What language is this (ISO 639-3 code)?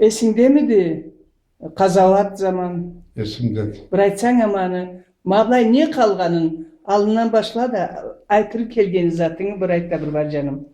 krc